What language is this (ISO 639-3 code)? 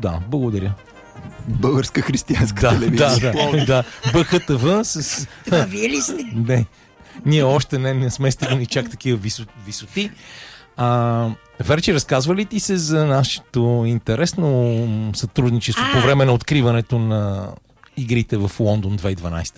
bul